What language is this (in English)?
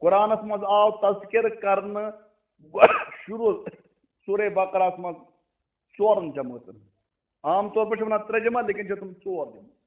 Kashmiri